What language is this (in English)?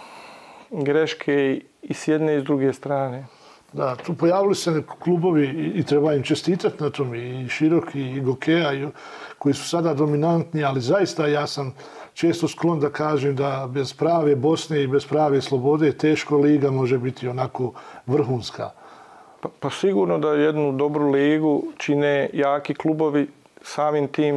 Bosnian